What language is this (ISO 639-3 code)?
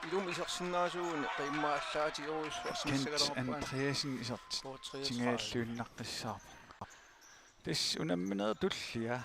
kal